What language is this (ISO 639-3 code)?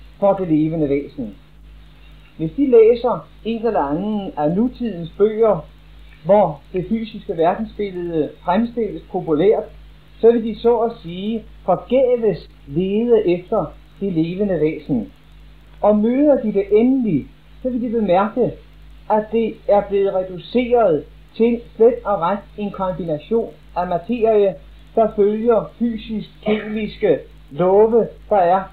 dan